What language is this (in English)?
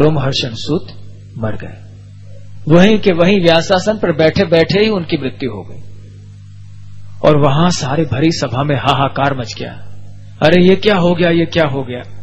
Hindi